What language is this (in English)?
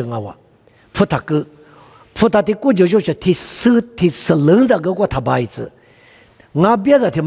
Lisu